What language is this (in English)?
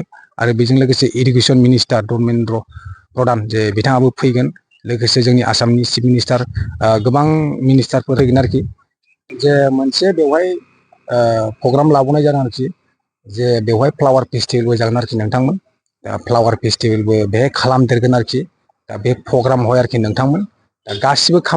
Bodo